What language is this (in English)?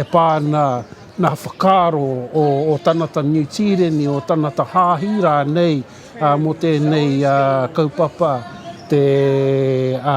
Māori